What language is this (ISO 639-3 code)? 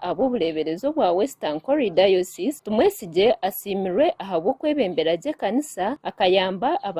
nyn